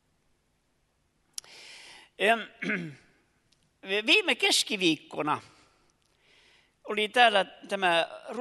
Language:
Finnish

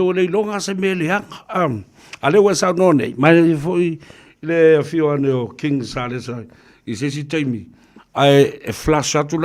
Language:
Samoan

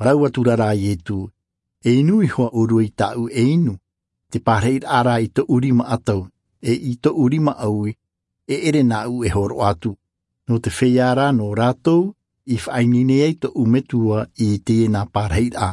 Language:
Tahitian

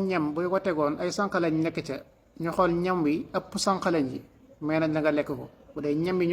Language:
Wolof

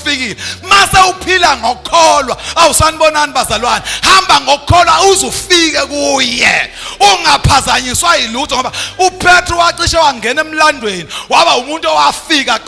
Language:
Zulu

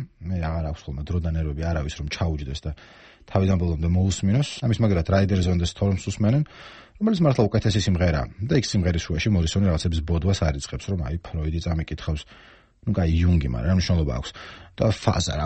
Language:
Georgian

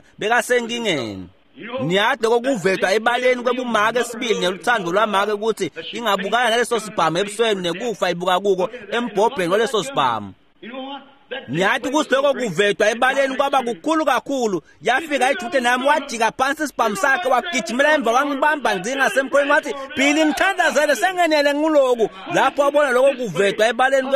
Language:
Swati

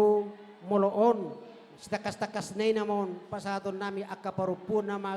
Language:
Batak Toba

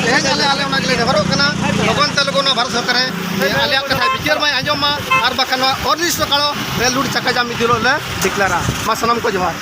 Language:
Santali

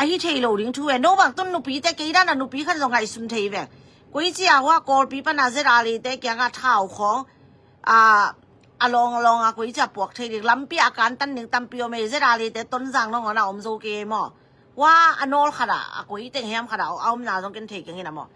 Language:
Tedim Chin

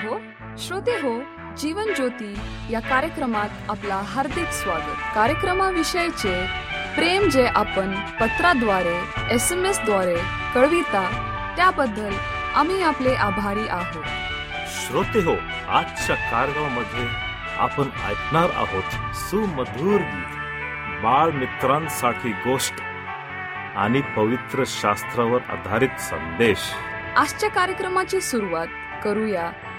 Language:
Marathi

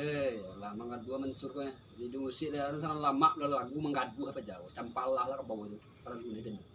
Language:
Minangkabau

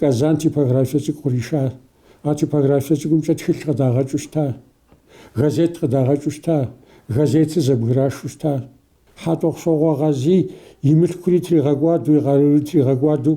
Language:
Kabardian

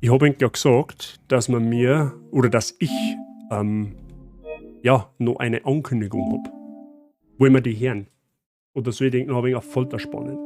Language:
Bavarian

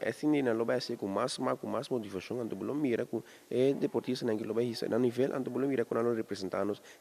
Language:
Papiamento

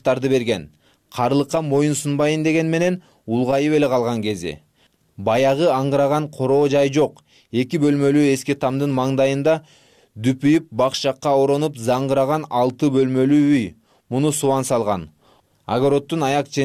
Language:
Kyrgyz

